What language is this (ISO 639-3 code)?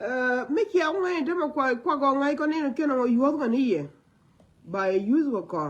nus